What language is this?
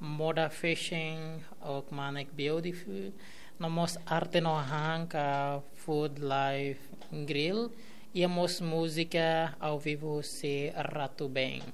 Tetum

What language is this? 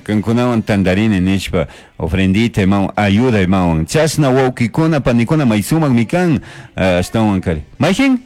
Chimborazo Highland Quichua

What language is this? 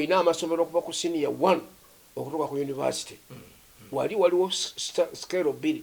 Ganda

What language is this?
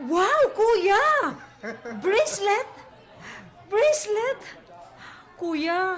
Waray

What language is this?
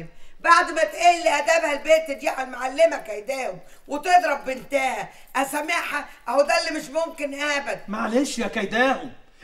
Egyptian Arabic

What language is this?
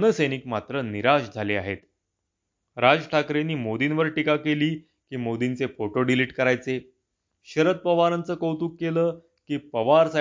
Marathi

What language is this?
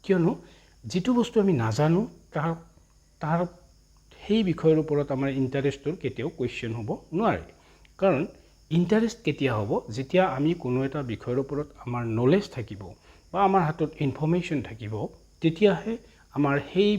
Assamese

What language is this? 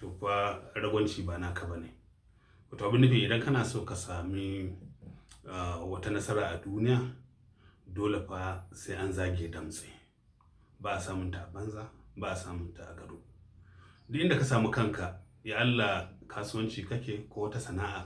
Hausa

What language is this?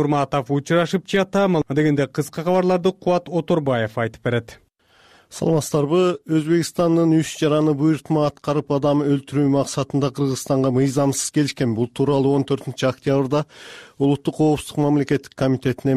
Kyrgyz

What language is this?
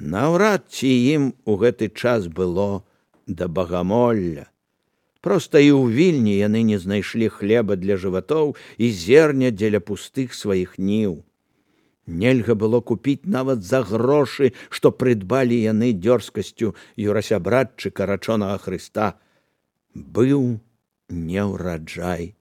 Belarusian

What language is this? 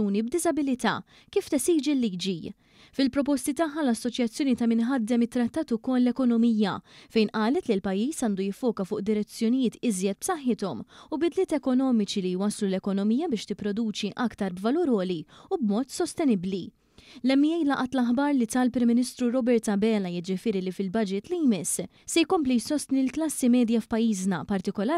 Maltese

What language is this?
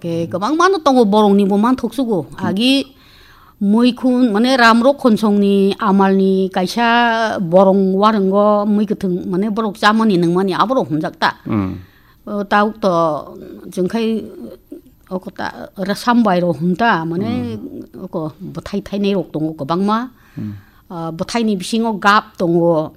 Kok Borok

